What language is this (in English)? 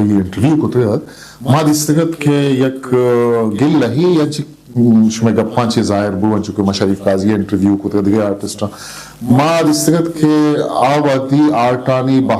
Eastern Balochi